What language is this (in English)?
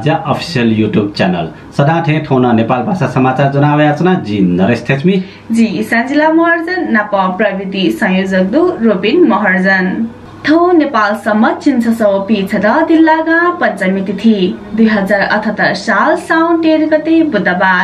Newari